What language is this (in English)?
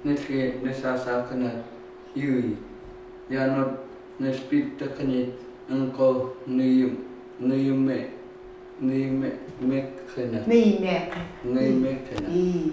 Chukot